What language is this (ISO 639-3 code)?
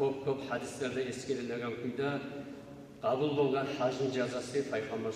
kum